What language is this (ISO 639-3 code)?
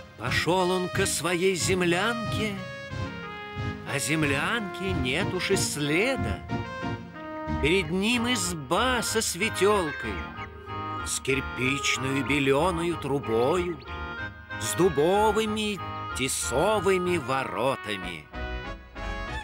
rus